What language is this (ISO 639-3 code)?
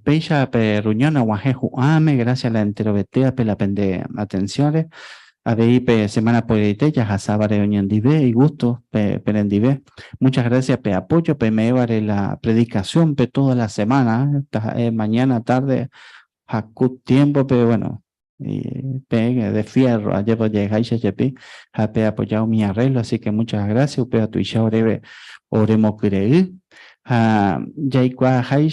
grn